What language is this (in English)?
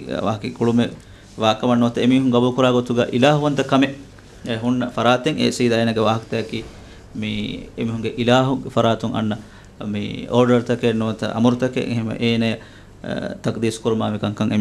Divehi